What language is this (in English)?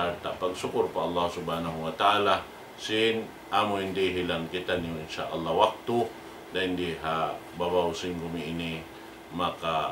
Tausug